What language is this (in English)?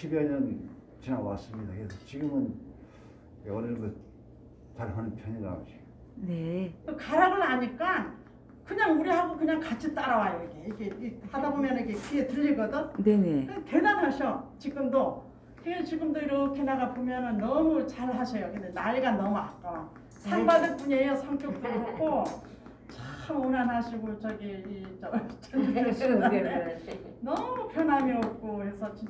Korean